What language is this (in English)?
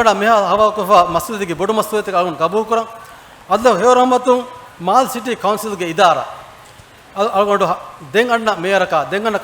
Divehi